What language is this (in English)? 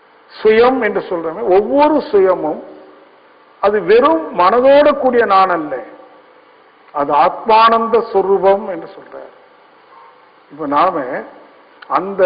Tamil